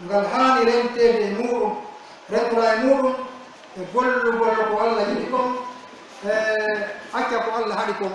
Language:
Pular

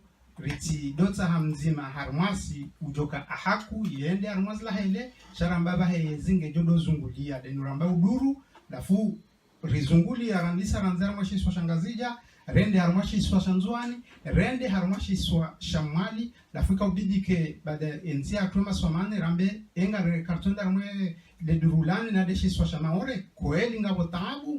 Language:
Ngazidja Comorian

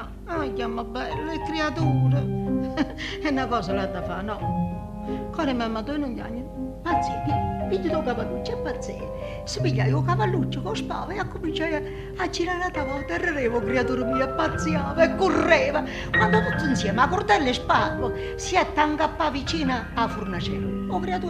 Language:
Neapolitan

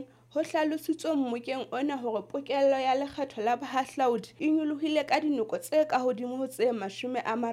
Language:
Southern Sotho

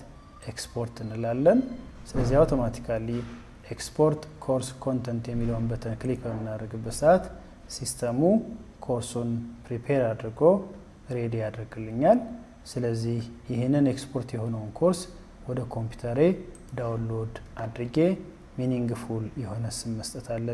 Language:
Amharic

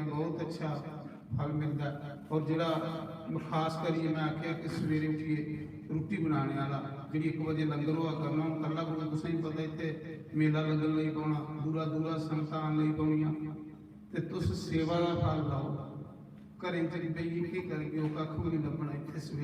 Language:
Dogri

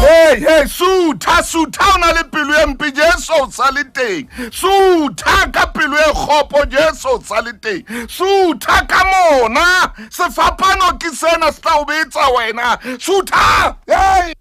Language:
Southern Sotho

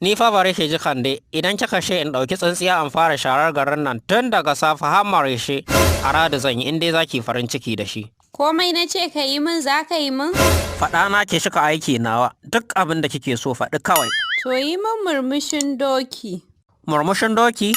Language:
Hausa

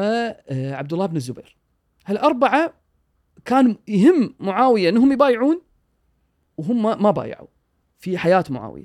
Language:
Gulf Arabic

